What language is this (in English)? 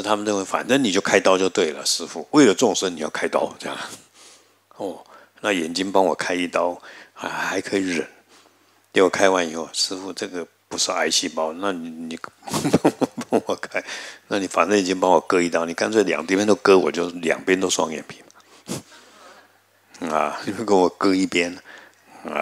Chinese